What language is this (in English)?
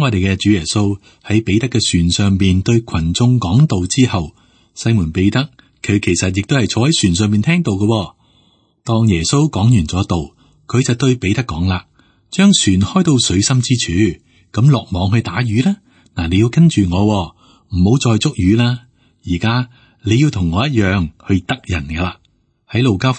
Cantonese